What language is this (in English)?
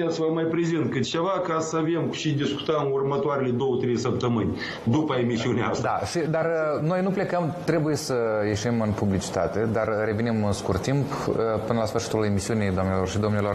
Romanian